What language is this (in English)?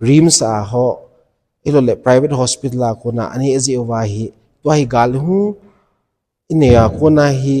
Thado Chin